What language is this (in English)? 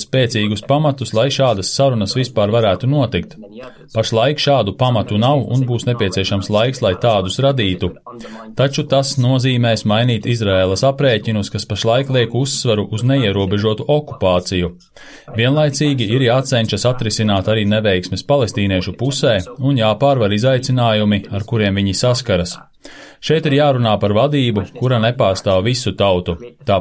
Latvian